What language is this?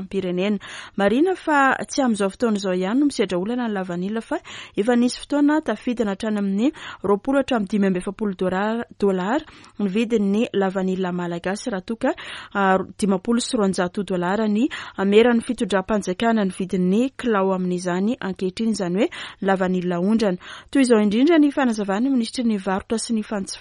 Malagasy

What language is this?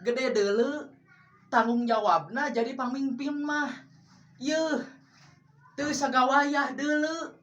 Sundanese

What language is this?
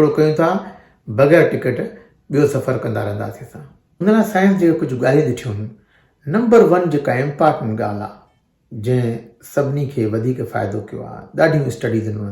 Sindhi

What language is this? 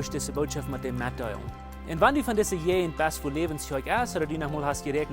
Plautdietsch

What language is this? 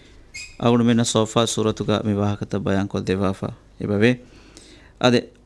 Divehi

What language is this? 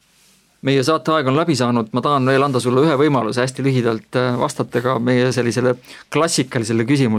Estonian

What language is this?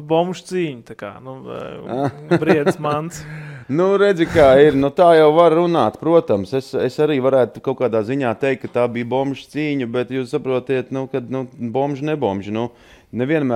Latvian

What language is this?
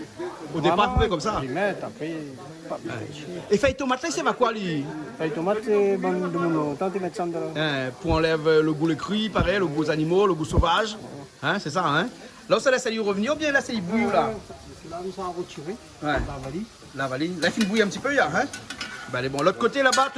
Réunion Creole French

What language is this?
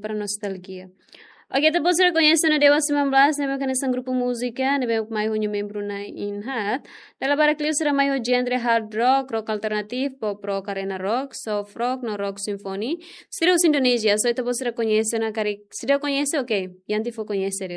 Tetum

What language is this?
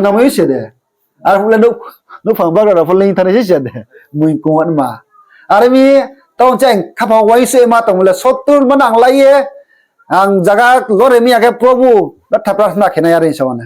Riang (India)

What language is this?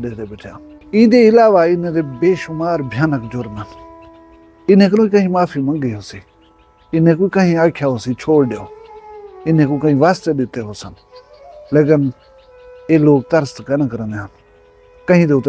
Saraiki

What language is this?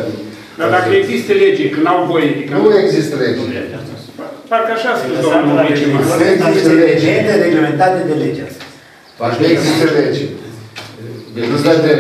Romanian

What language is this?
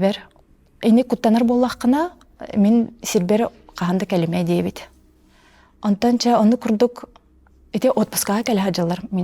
Yakut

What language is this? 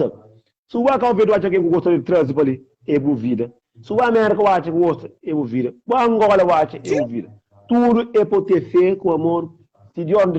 Kabuverdianu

